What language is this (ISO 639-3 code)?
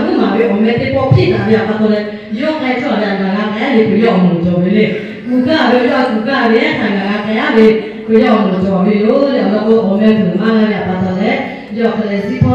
lhu